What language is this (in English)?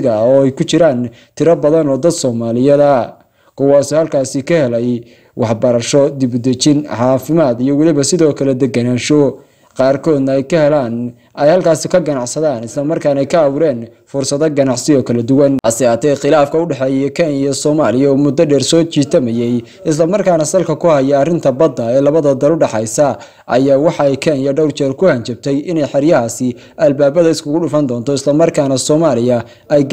Somali